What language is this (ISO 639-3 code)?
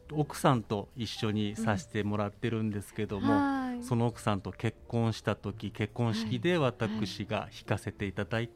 jpn